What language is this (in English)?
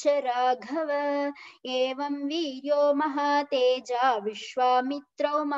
Sanskrit